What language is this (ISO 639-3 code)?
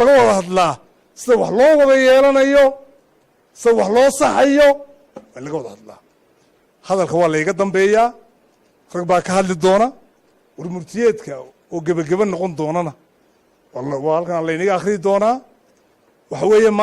som